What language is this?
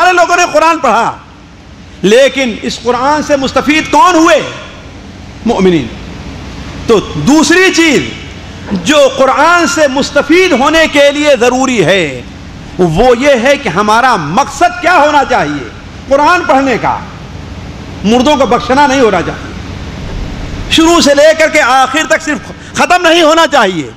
Urdu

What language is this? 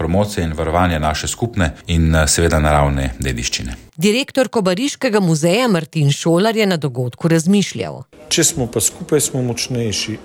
Slovenian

